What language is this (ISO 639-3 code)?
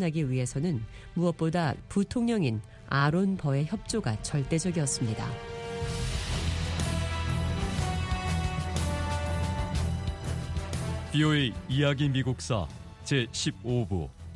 kor